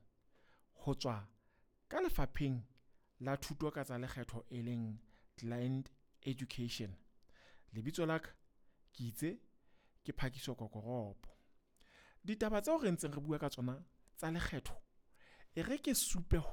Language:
Southern Sotho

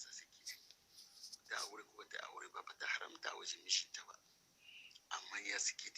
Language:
Hausa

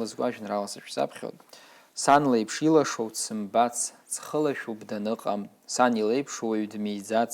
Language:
Abkhazian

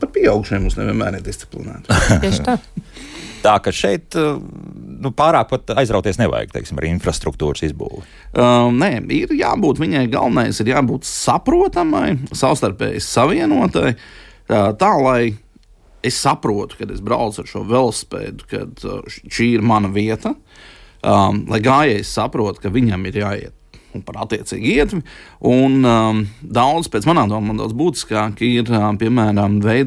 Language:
Latvian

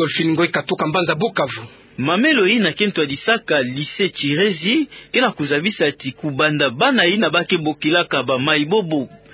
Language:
Kituba (Democratic Republic of Congo)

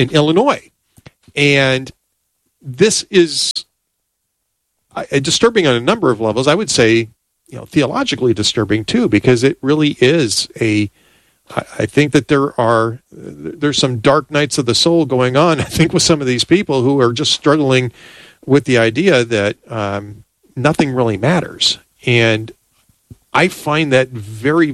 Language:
English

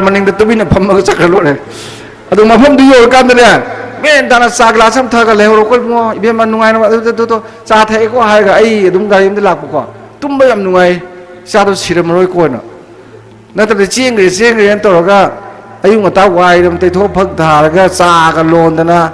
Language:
Manipuri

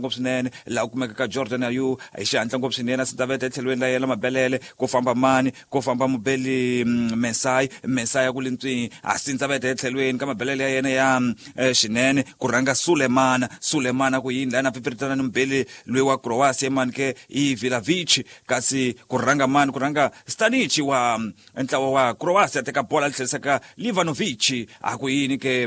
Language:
Tsonga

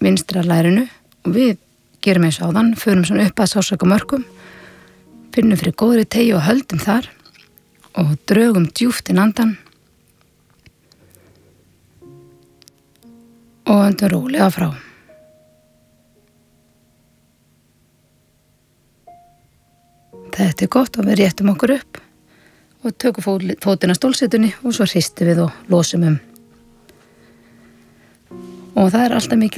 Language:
Icelandic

